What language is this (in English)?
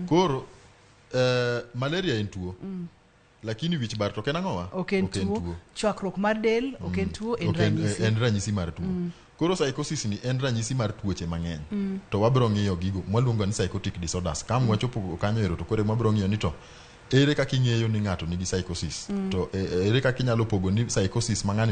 Luo (Kenya and Tanzania)